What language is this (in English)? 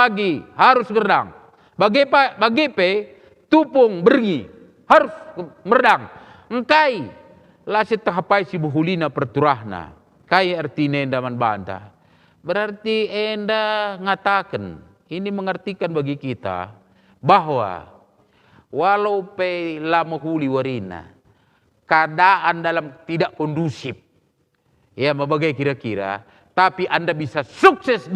Batak Karo